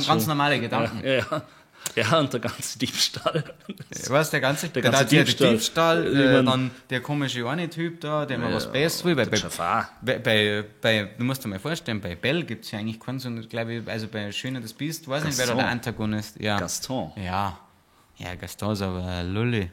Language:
Bavarian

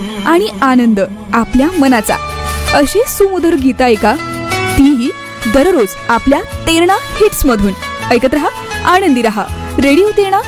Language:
Marathi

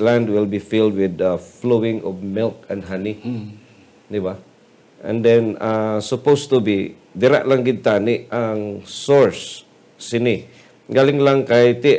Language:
Hiligaynon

